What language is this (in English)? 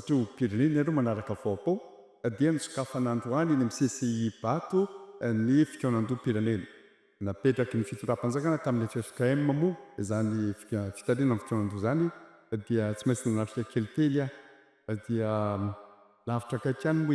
Malagasy